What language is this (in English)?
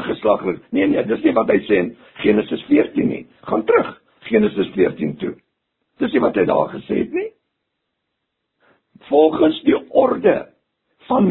Afrikaans